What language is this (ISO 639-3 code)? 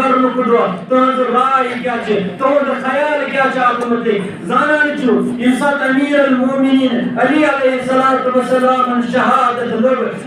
kas